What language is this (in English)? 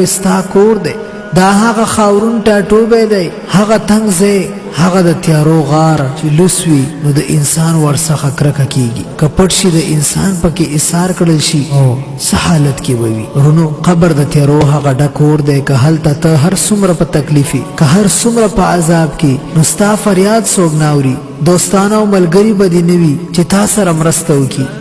Pashto